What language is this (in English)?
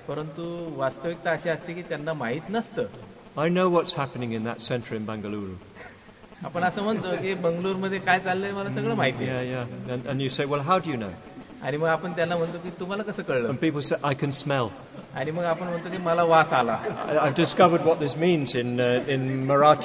Marathi